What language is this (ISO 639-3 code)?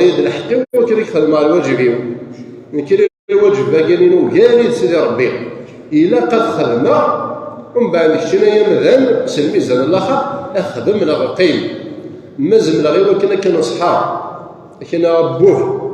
kab